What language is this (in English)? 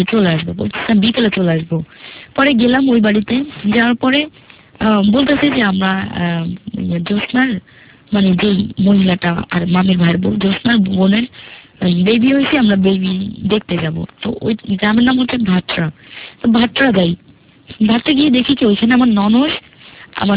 Bangla